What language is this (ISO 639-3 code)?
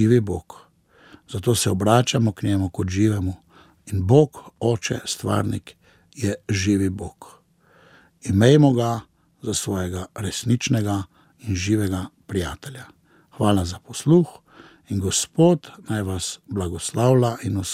slv